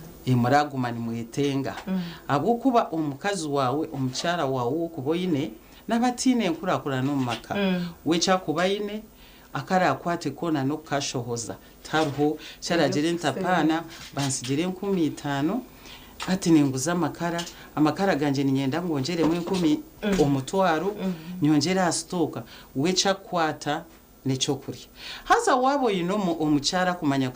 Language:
Nyankole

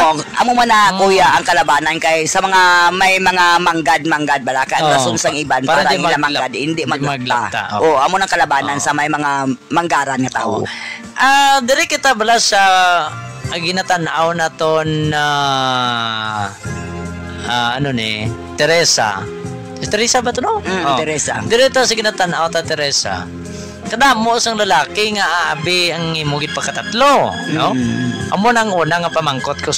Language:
Hiligaynon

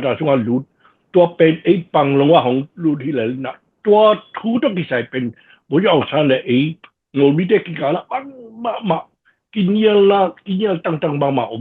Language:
Tedim Chin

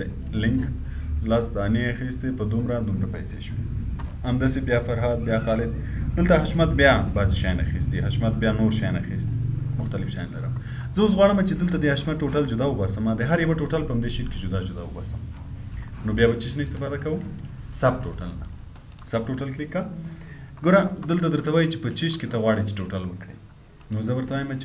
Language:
Pashto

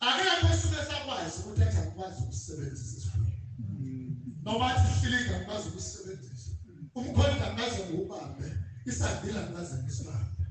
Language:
Zulu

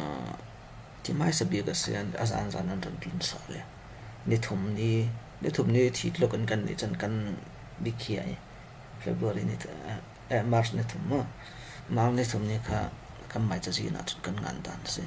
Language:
Falam Chin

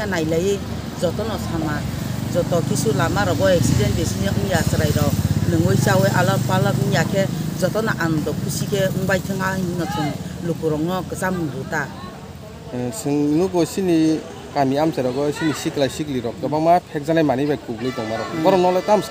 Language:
Kok Borok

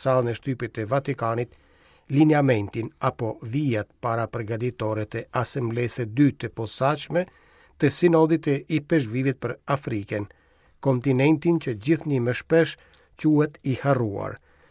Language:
Albanian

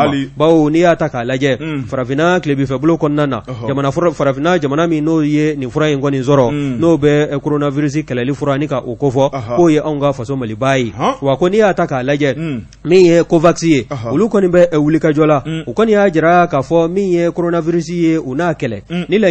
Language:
Bambara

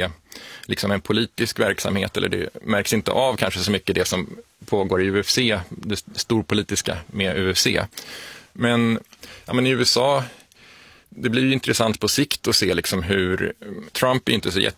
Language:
Swedish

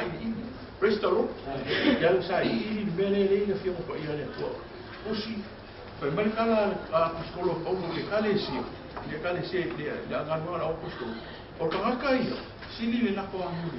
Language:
Samoan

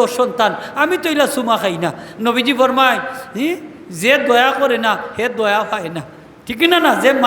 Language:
Sylheti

